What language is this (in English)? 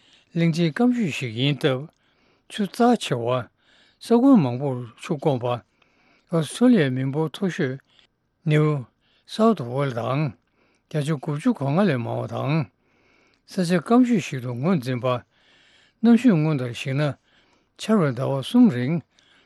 Tibetan